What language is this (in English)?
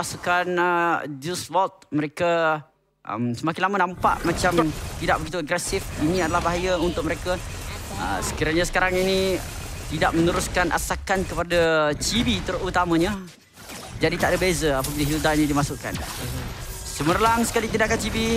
Malay